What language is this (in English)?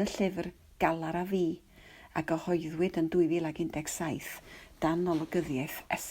Welsh